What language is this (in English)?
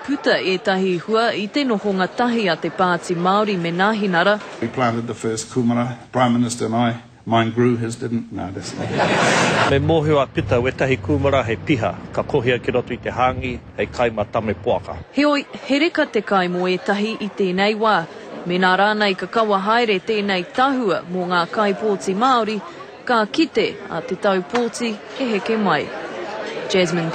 Māori